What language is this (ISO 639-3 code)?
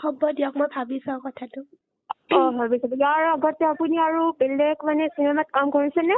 asm